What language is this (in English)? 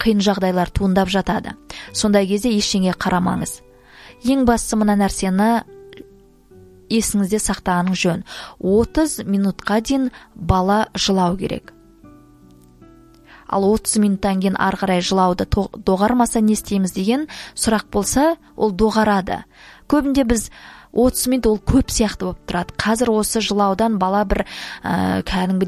Kazakh